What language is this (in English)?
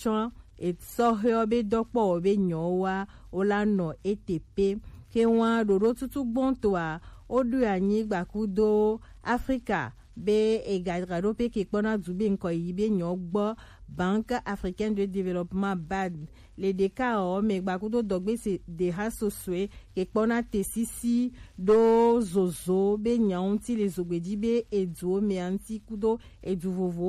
Gen